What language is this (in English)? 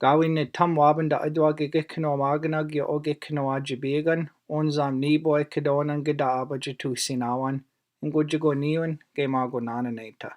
Chippewa